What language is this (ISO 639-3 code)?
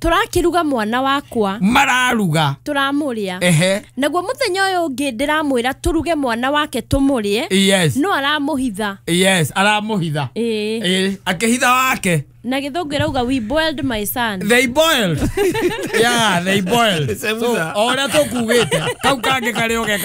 kik